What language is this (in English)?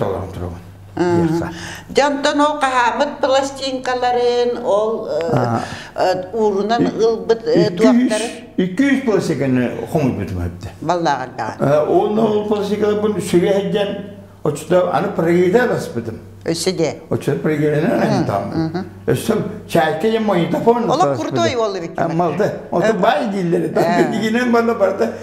Yakut